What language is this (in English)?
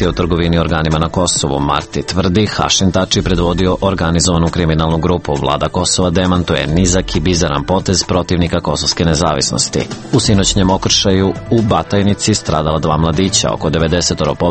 Serbian